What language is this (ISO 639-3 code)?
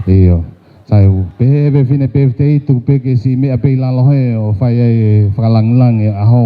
ton